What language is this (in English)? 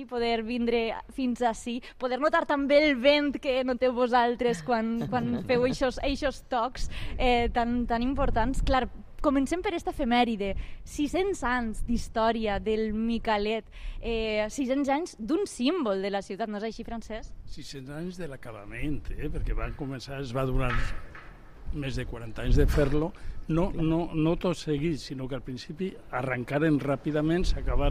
Catalan